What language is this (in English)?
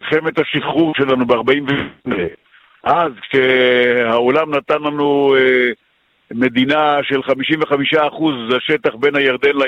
Hebrew